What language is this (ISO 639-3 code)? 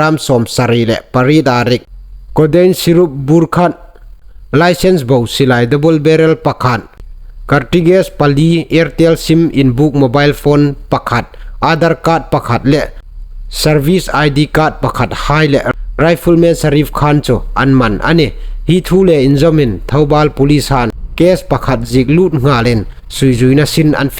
hmr